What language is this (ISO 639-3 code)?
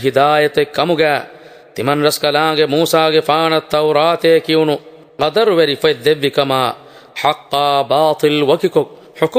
div